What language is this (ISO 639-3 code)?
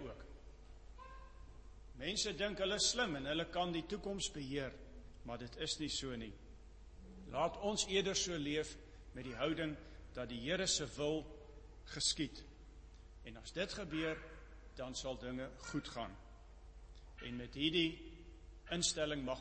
afr